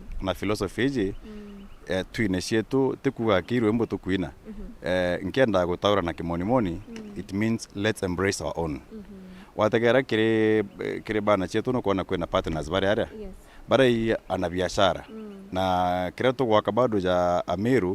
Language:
Meru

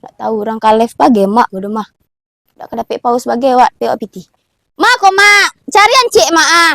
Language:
Minangkabau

